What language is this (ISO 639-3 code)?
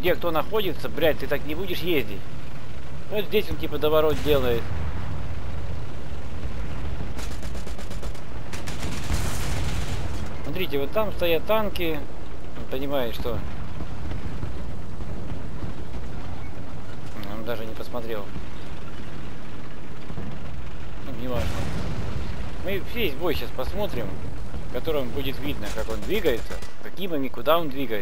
rus